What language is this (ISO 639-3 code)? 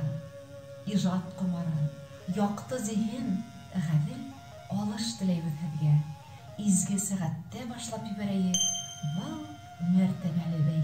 bak